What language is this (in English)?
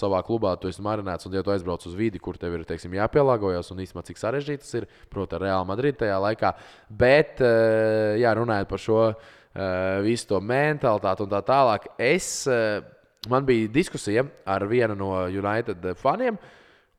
Latvian